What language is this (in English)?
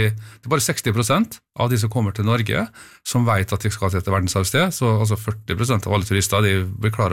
Norwegian